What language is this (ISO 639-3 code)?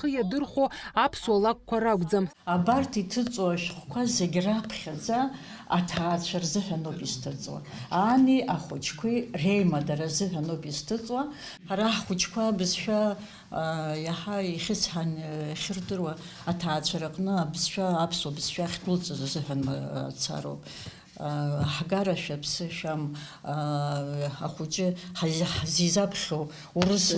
abk